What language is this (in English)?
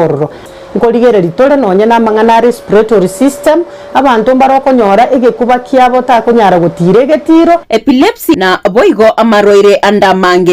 Gusii